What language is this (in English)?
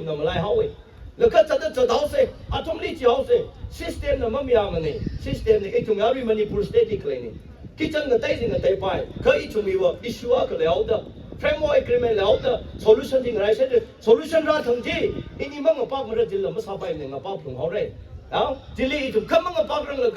Tangkhul Naga (India)